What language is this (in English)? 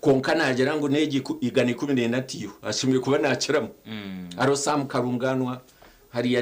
Nyankole